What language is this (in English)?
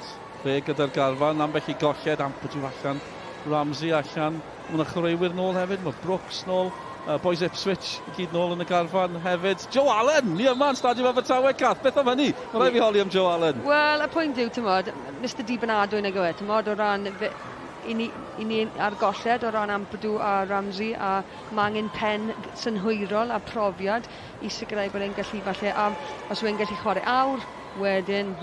Welsh